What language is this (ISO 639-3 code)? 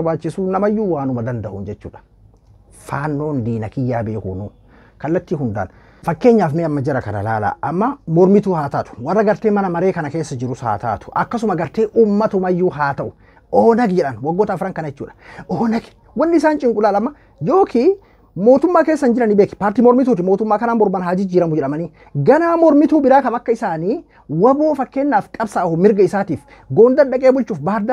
orm